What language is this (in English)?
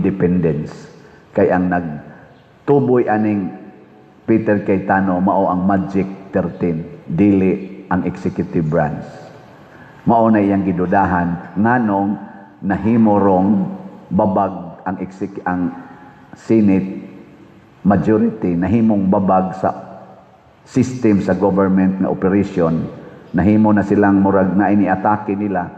Cebuano